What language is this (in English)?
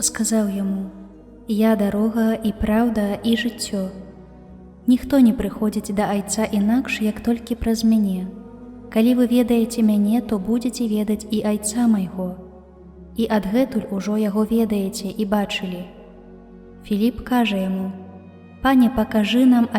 Belarusian